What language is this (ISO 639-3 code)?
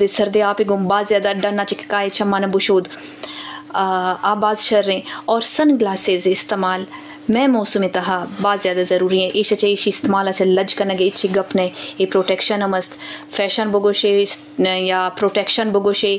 bal